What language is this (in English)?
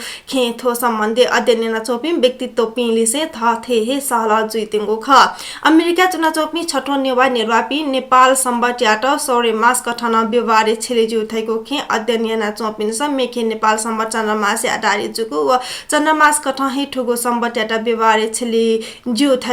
Newari